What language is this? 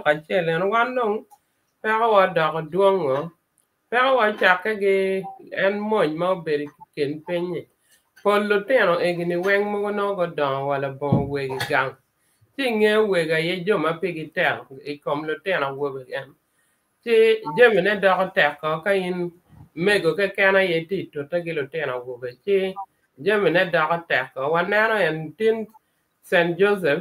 Acoli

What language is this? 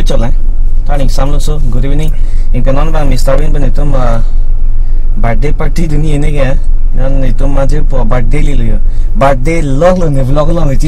Karbi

